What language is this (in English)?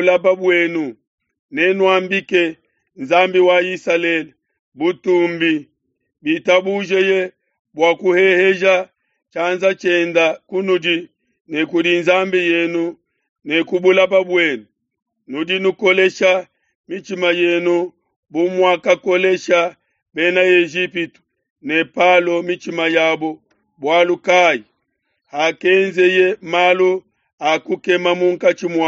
Luba-Lulua